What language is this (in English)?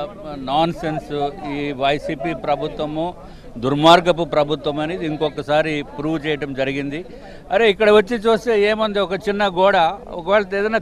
Telugu